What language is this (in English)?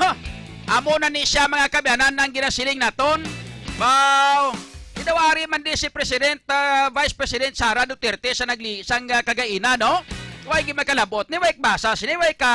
Hiligaynon